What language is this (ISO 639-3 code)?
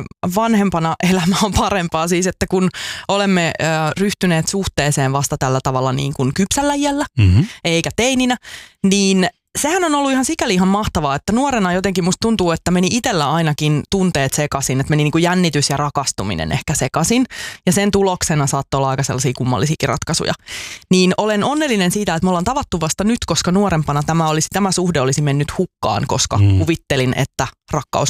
fin